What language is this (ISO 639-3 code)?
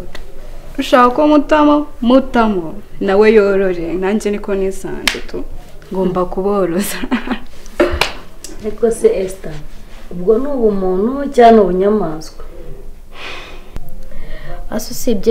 kin